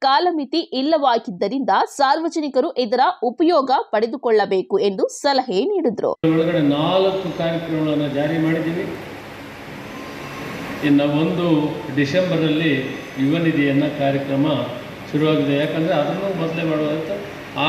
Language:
Kannada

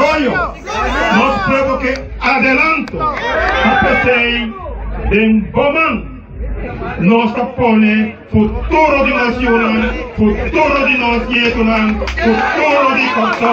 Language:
Papiamento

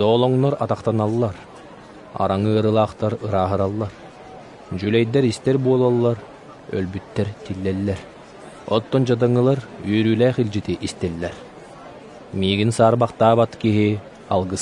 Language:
Yakut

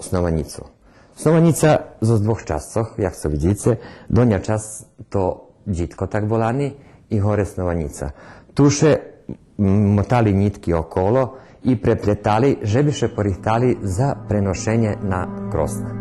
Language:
Rusyn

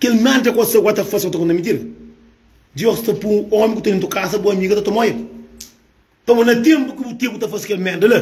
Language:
Kabuverdianu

